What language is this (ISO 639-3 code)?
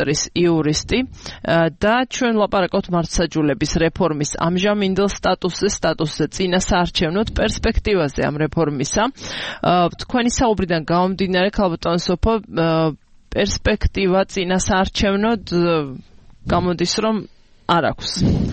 kat